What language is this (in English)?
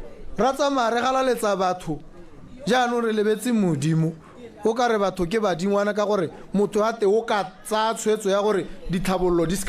Tswana